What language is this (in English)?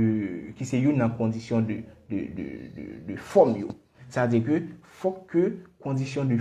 Haitian Creole